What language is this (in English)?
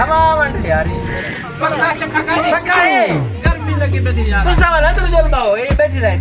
Saraiki